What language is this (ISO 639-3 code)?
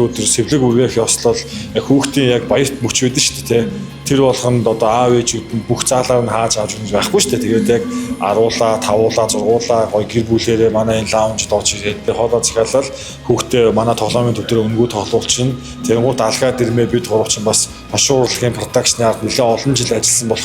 mon